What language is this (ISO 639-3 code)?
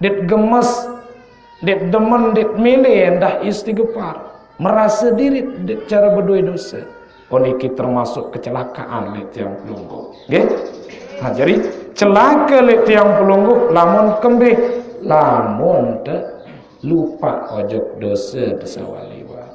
sas